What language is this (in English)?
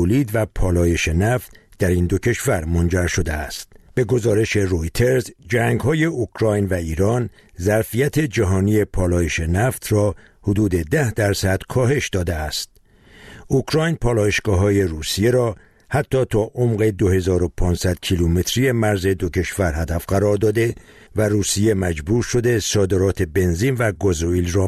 Persian